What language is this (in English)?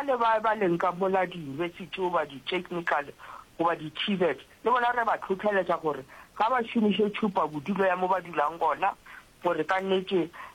Northern Sotho